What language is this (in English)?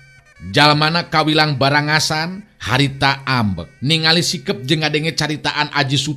Sundanese